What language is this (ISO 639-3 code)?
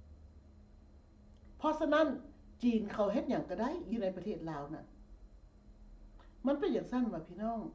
lao